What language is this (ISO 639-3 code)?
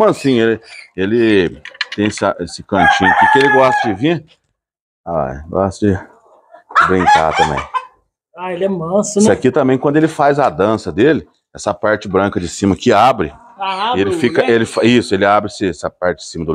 por